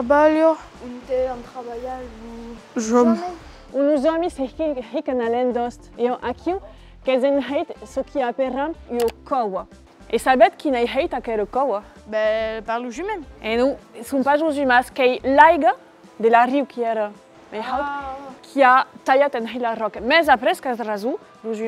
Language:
Occitan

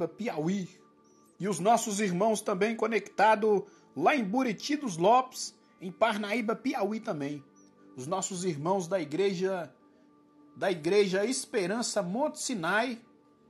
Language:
Portuguese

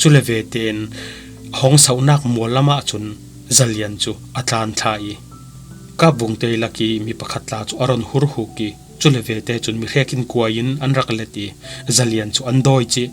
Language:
Falam Chin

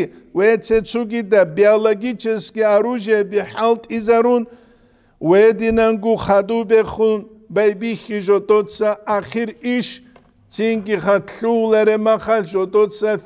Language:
Avaric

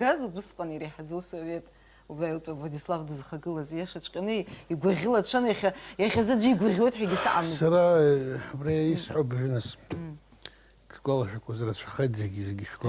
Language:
Abkhazian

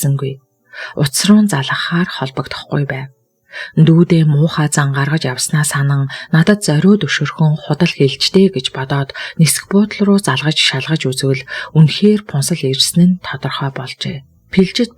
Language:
Mongolian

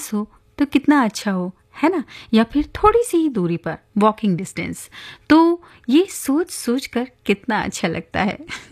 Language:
Hindi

